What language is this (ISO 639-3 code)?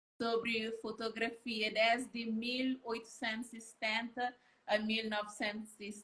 kea